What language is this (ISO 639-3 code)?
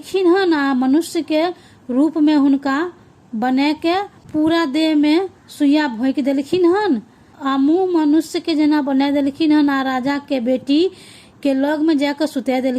mai